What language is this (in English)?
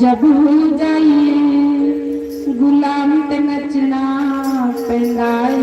Dogri